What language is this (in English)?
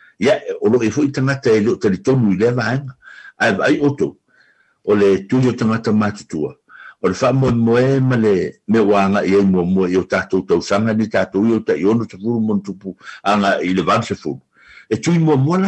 Samoan